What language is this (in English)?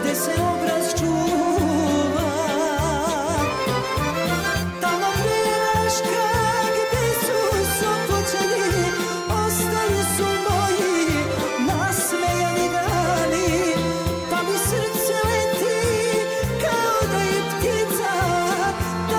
Serbian